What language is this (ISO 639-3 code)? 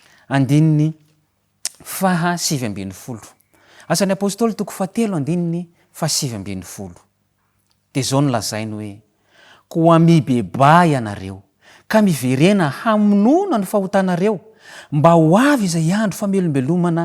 mlg